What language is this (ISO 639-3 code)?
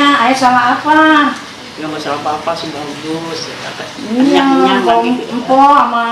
bew